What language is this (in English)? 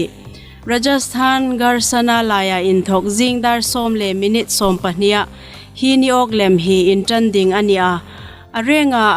Hmar